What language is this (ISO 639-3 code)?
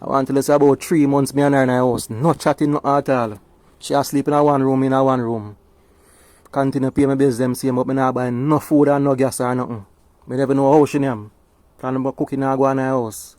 jam